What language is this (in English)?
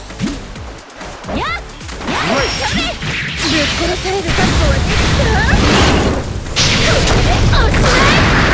Japanese